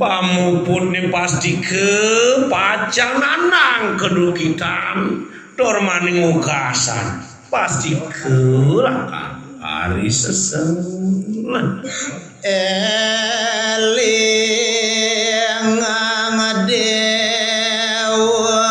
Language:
Balinese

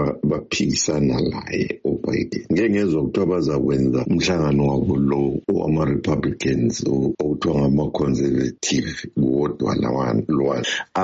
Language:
North Ndebele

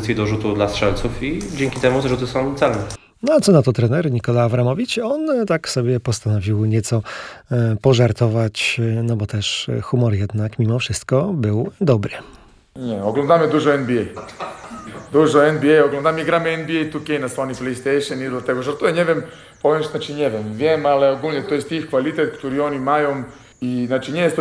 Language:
Polish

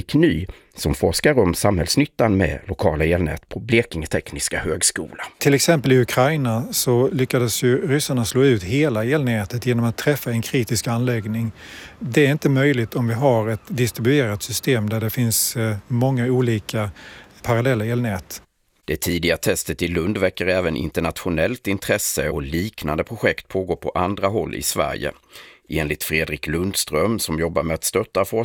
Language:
Swedish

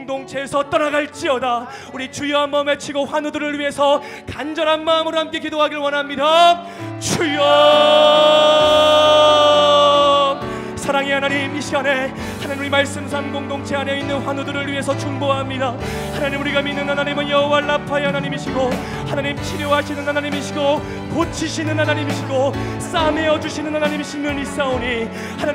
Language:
Korean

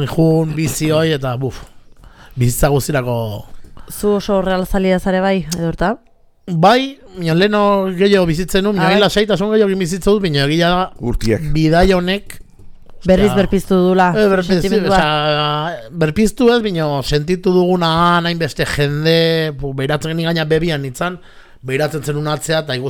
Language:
Basque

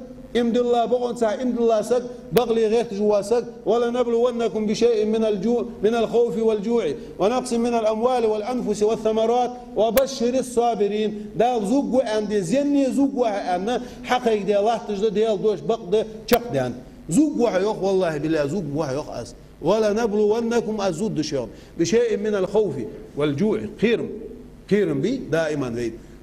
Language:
Ingush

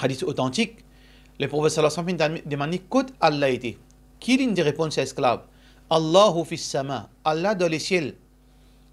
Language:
Morisyen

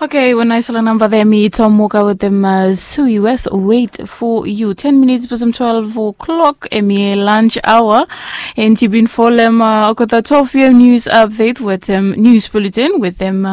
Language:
Bislama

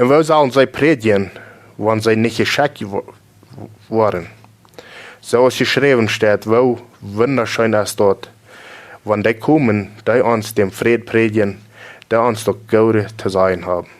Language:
Plautdietsch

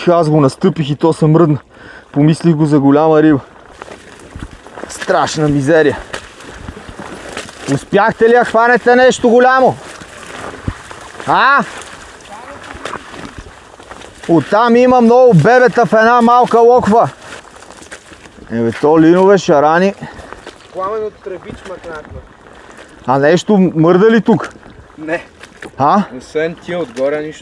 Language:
Bulgarian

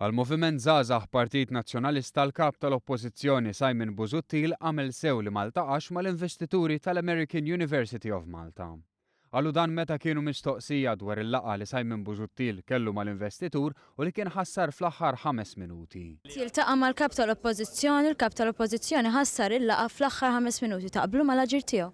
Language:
Maltese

